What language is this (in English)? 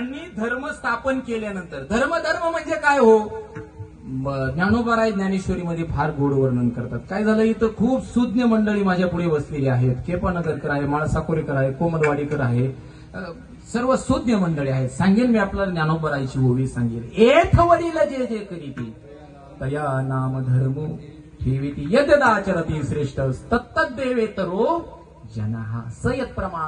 Marathi